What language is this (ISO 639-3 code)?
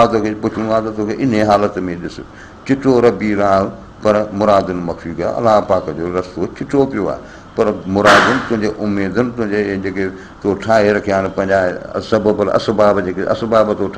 snd